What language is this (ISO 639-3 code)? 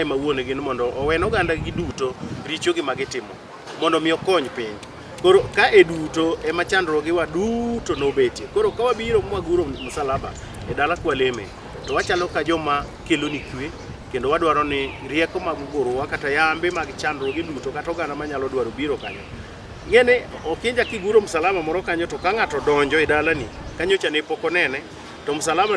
luo